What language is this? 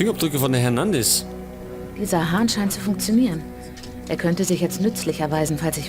Bavarian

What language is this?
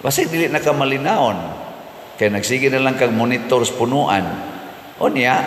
Cebuano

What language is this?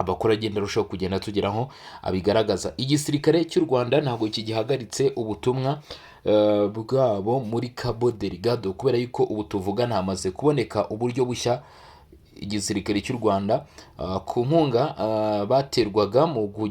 Kinyarwanda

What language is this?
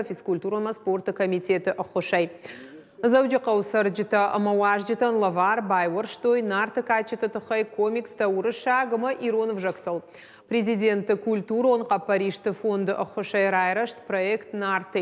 Ossetic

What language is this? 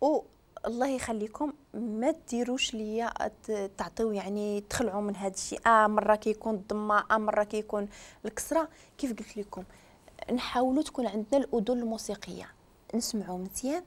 Moroccan Arabic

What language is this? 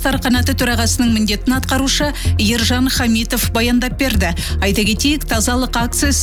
Kazakh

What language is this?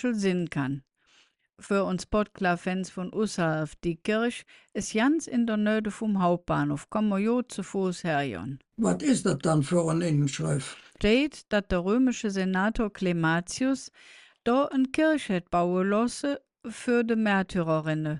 Colognian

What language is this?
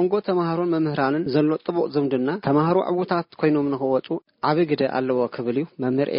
Tigrinya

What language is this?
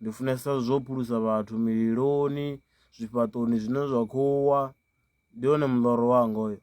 Venda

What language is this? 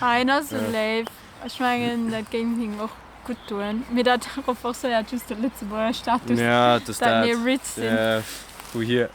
Luxembourgish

